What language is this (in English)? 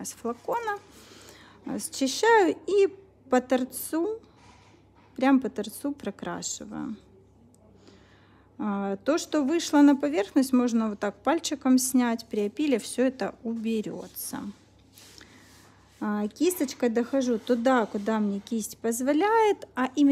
Russian